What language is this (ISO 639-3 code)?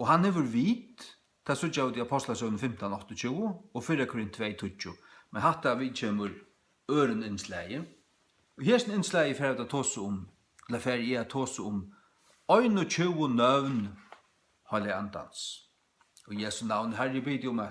fao